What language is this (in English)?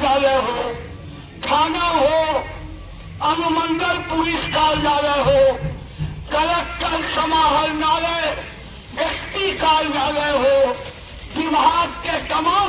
Maithili